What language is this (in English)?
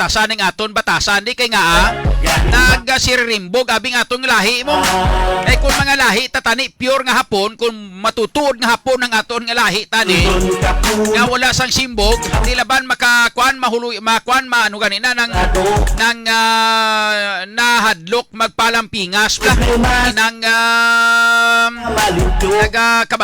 Hiligaynon